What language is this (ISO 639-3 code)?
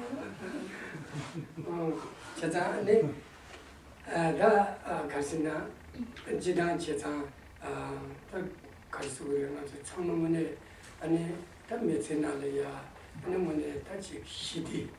ces